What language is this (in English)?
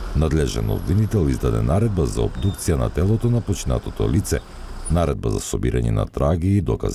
Macedonian